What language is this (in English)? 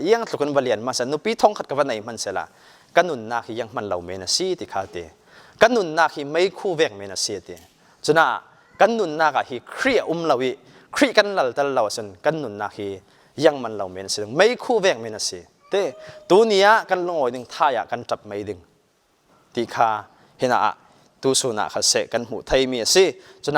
Falam Chin